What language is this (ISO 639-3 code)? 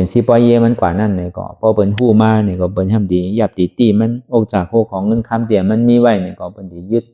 shn